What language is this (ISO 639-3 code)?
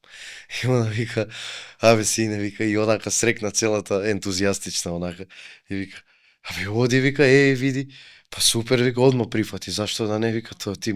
mkd